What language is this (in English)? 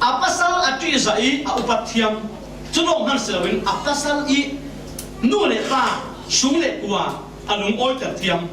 Falam Chin